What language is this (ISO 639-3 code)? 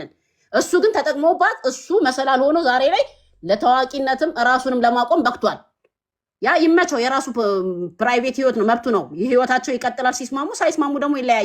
amh